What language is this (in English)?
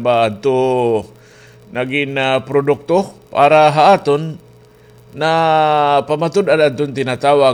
Waray